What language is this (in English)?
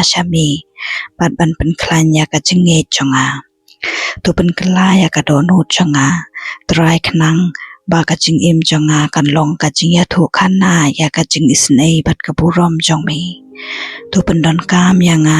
Khasi